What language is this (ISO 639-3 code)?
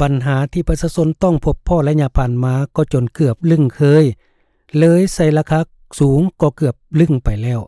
lao